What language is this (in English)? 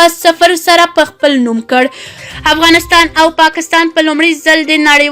Pashto